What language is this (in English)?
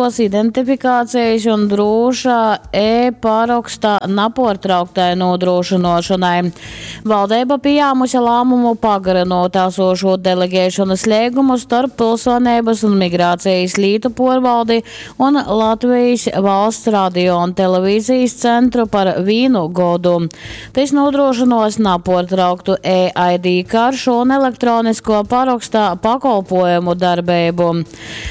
Latgalian